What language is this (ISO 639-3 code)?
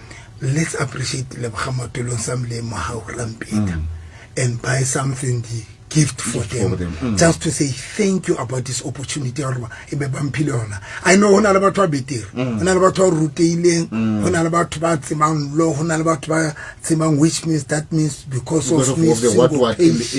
sot